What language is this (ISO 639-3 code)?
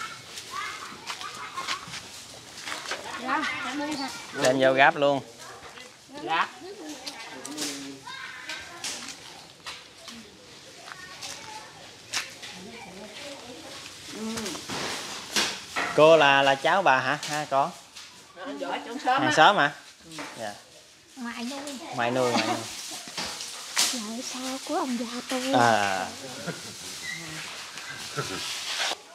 vie